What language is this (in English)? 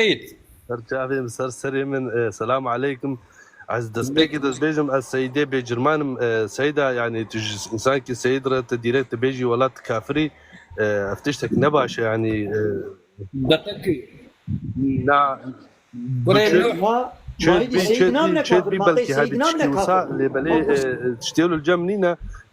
Kurdish